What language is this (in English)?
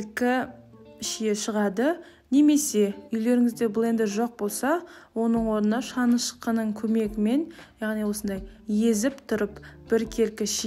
Kazakh